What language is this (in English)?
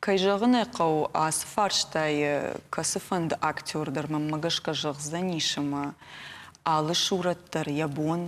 Ossetic